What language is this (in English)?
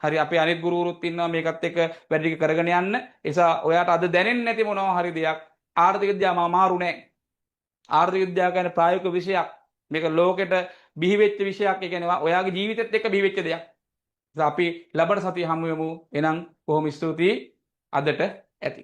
Sinhala